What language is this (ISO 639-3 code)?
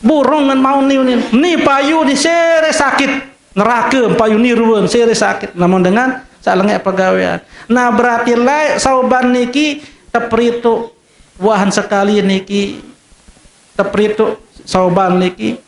sas